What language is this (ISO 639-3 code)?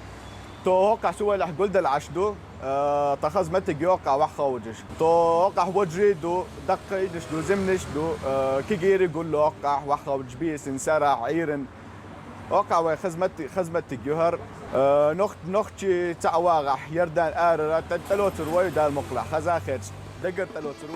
che